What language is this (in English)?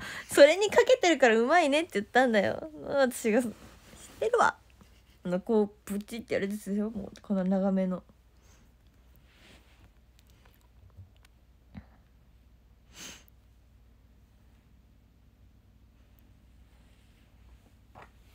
Japanese